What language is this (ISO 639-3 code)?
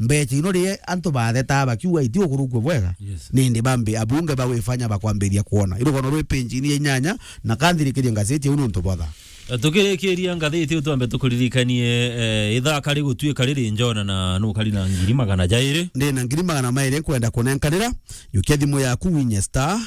mer